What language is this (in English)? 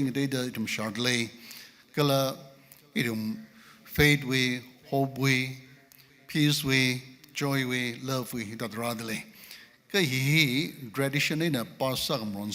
Tangkhul Naga (India)